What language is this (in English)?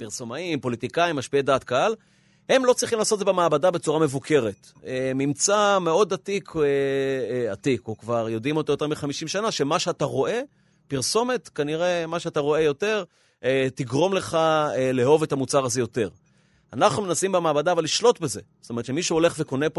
Hebrew